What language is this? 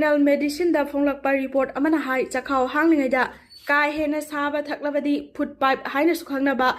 Manipuri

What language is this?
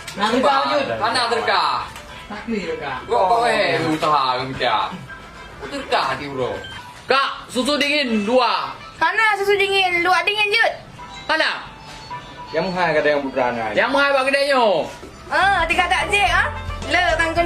Achinese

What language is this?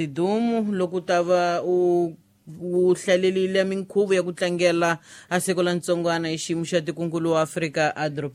Tsonga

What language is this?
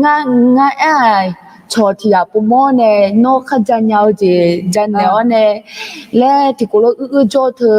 Akha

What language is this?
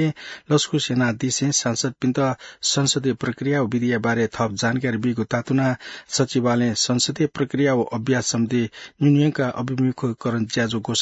Newari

